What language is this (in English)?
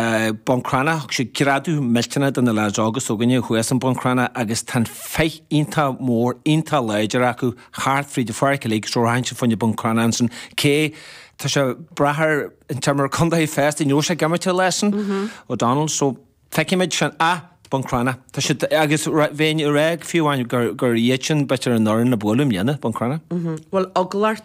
Irish